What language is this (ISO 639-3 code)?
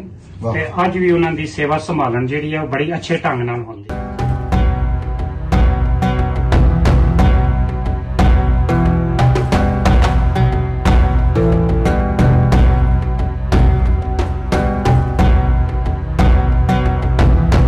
pan